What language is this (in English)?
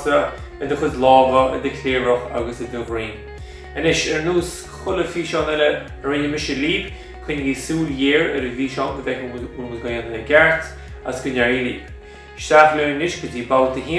Irish